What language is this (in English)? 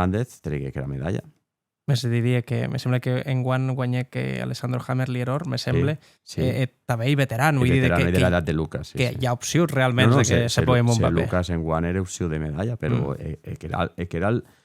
Occitan